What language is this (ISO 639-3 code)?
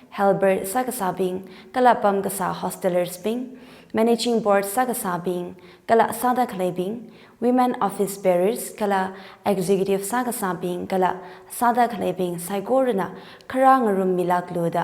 nmf